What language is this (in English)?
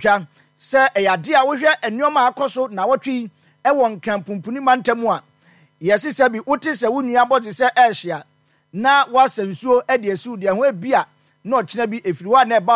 Akan